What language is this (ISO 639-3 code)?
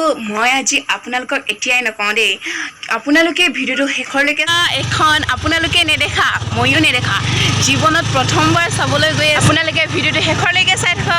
asm